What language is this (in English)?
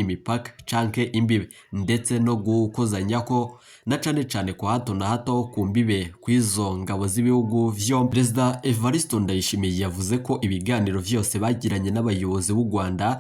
Rundi